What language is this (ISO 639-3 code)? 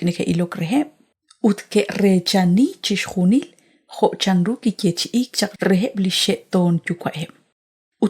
kek